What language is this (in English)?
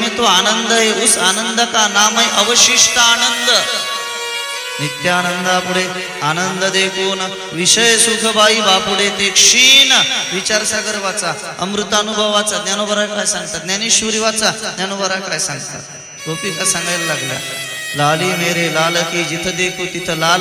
Marathi